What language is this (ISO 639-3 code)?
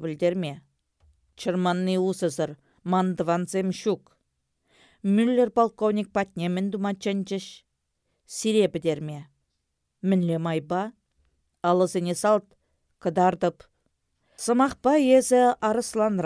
chv